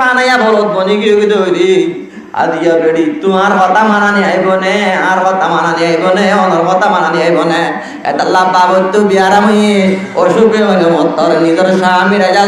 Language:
Rohingya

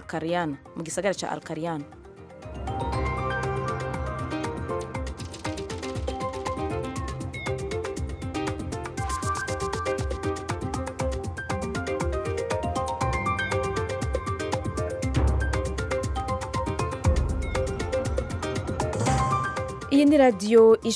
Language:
Kinyarwanda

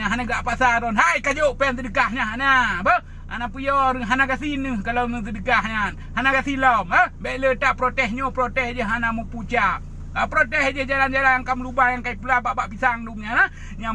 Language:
Achinese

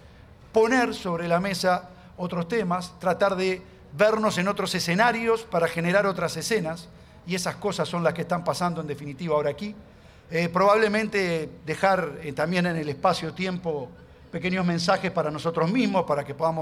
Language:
Spanish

